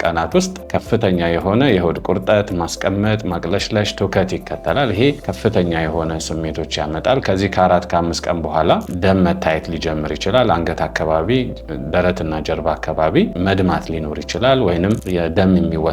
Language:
Amharic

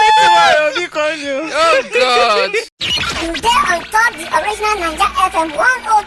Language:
Nigerian Pidgin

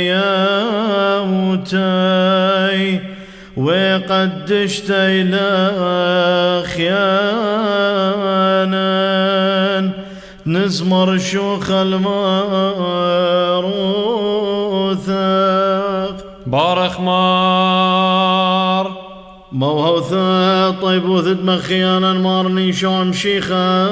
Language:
Classical Syriac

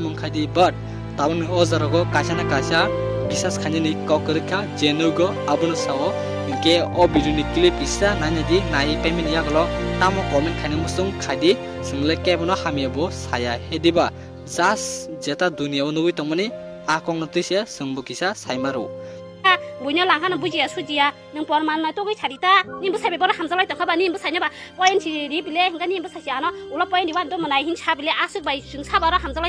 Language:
Kok Borok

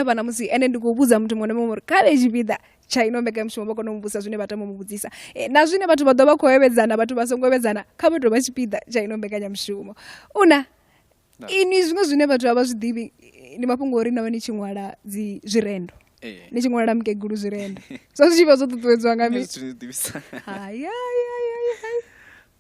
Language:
Venda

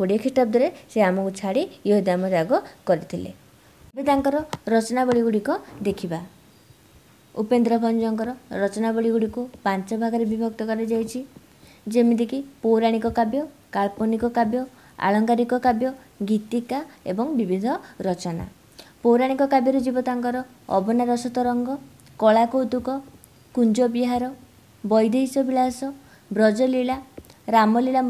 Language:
Odia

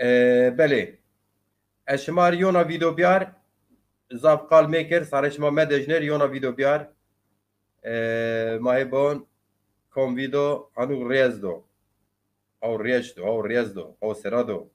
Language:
Zaza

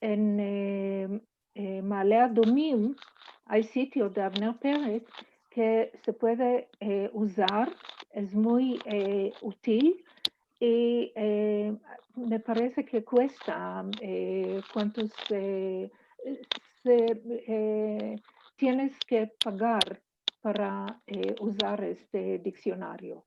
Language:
Ladino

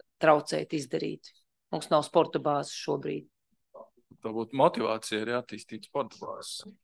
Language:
Latvian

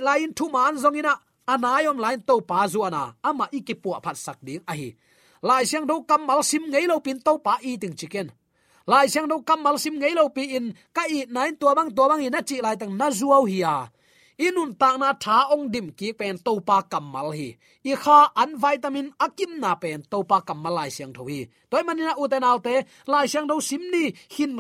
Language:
Tedim Chin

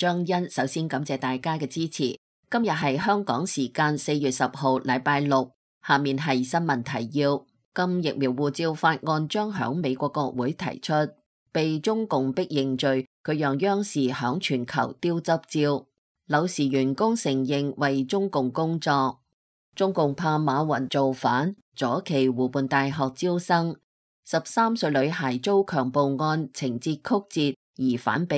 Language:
Cantonese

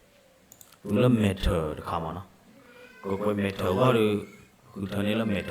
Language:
S'gaw Karen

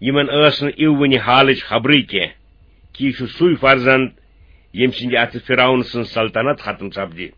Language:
Kashmiri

